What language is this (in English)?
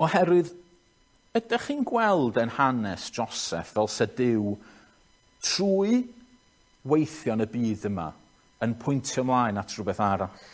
Welsh